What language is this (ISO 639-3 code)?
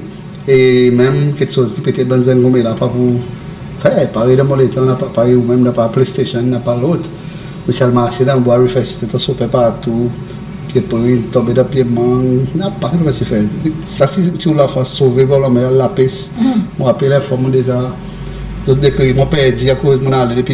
crs